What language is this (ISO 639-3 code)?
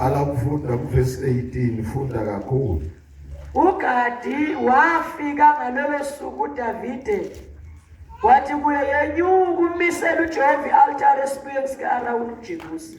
zul